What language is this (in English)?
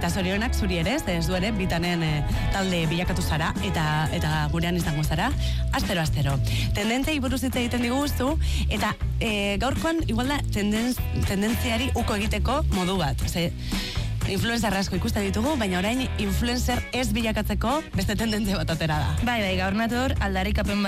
Basque